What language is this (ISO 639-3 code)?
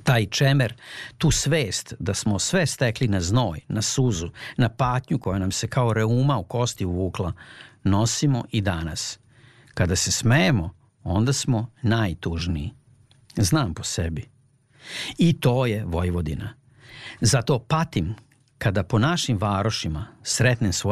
srp